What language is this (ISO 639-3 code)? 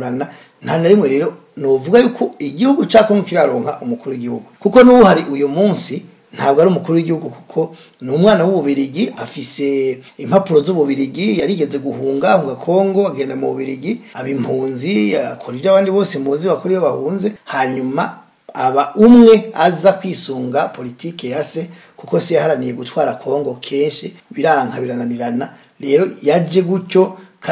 run